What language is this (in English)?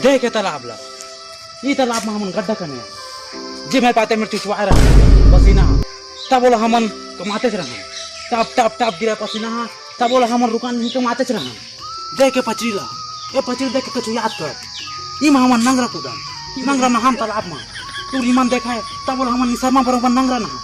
Chhattisgarhi